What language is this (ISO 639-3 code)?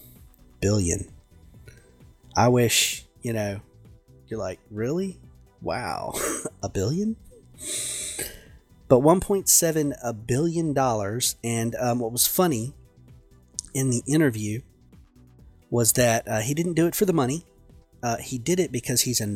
eng